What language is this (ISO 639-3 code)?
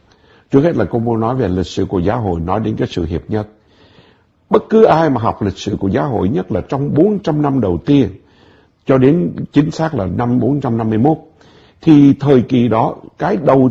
vie